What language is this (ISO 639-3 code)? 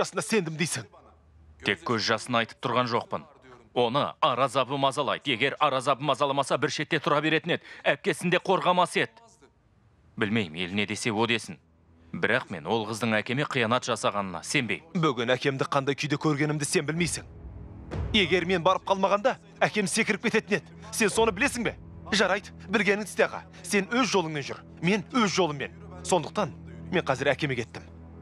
kaz